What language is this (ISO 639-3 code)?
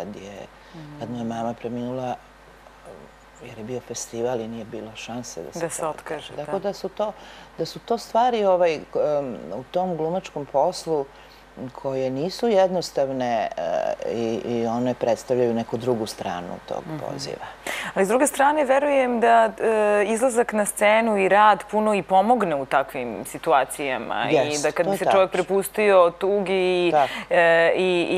srp